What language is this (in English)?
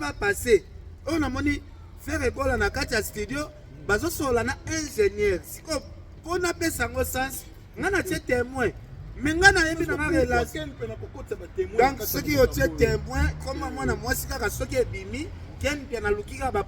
Lingala